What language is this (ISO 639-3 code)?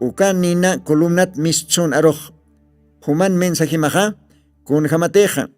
aym